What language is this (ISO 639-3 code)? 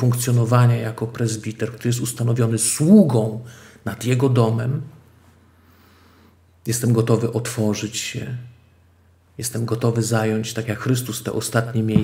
pol